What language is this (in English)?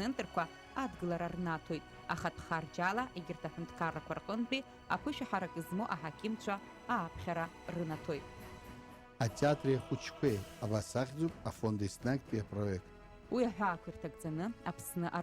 Abkhazian